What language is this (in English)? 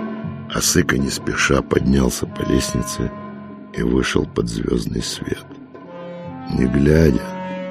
Russian